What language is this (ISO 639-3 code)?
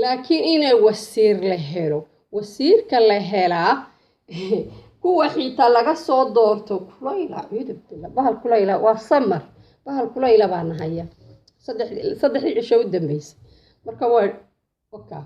som